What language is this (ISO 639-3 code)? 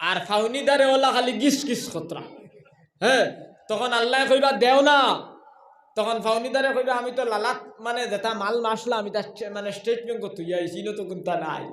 syl